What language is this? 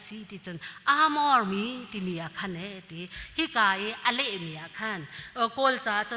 Hakha Chin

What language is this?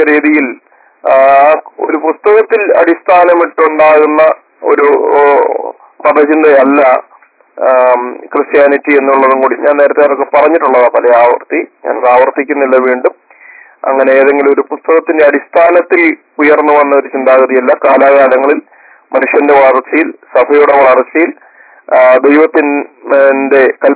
Malayalam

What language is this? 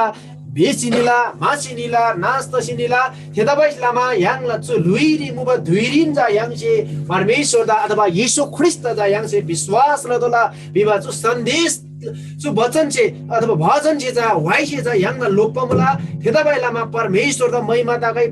Eastern Tamang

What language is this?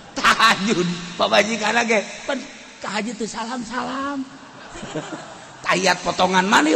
Sundanese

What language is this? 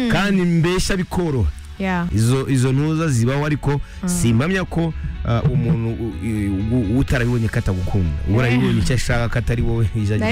Kinyarwanda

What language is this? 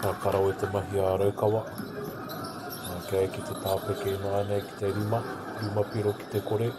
Māori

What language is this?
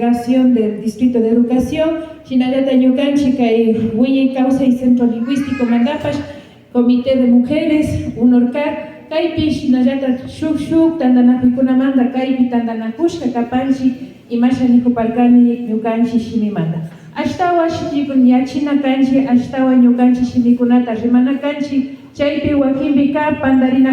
Imbabura Highland Quichua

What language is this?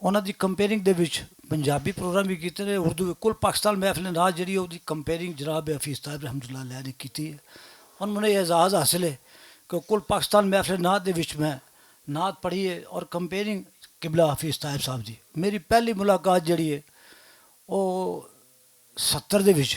Western Panjabi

